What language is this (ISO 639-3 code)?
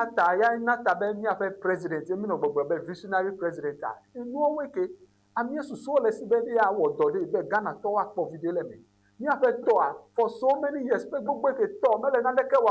ewe